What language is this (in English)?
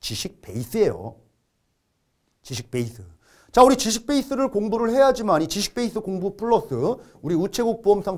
Korean